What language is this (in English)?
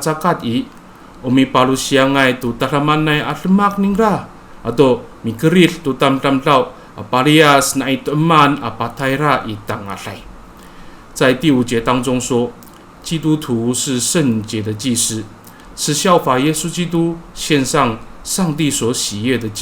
Amis